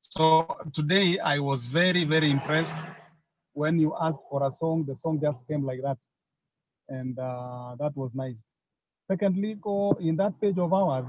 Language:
Kalenjin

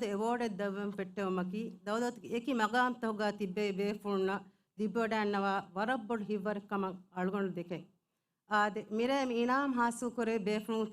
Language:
Divehi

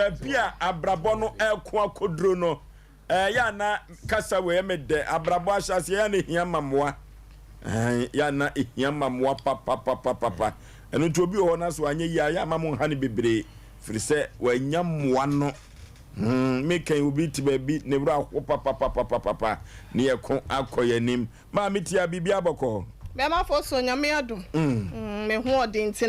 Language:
Akan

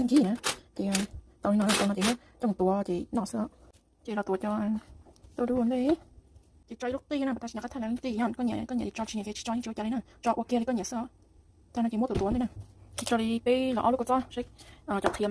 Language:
Hmong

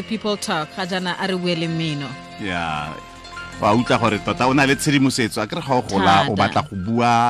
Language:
Tswana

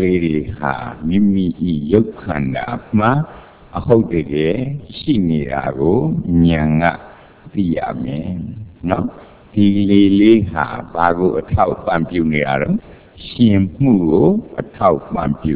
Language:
Burmese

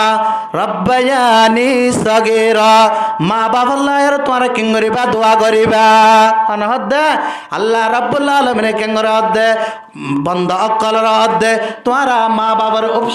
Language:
Rohingya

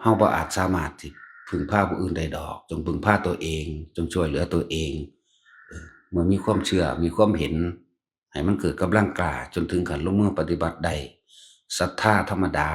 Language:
Northeastern Thai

